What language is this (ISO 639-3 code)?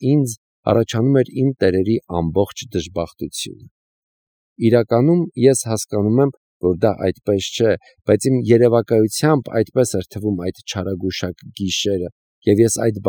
hye